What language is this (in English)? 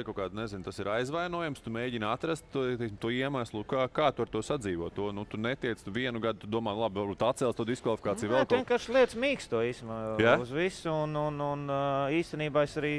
Latvian